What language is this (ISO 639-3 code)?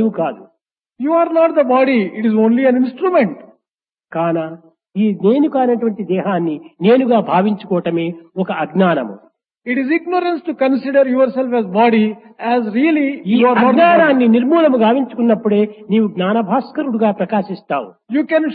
tel